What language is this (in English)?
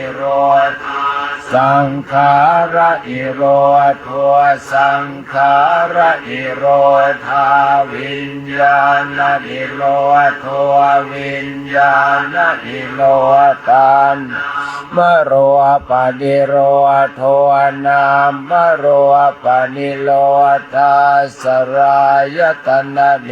Pali